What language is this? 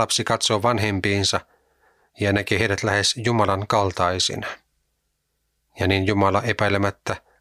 Finnish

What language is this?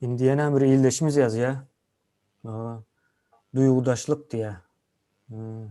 Turkmen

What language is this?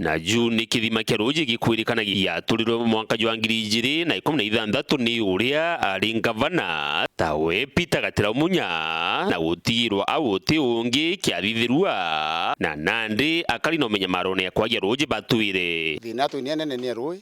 Meru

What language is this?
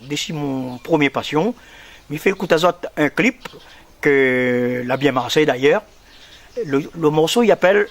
Réunion Creole French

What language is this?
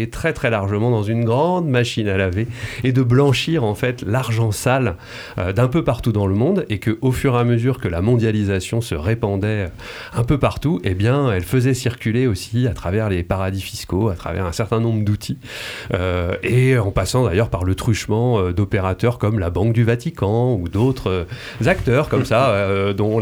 French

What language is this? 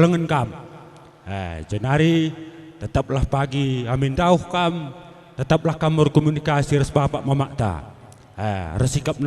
Batak Karo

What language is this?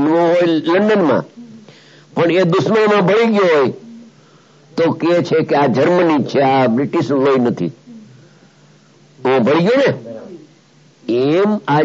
Gujarati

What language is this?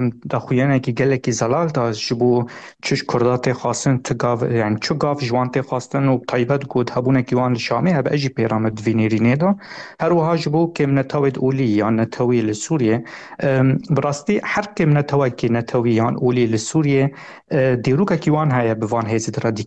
Kurdish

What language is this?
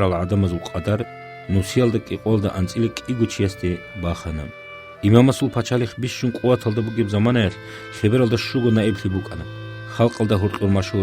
Avaric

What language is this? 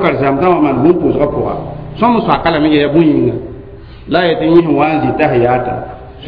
Mossi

